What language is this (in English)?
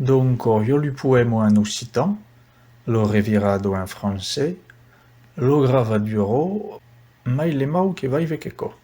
Occitan